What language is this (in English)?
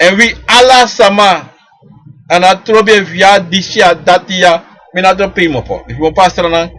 Sranan Tongo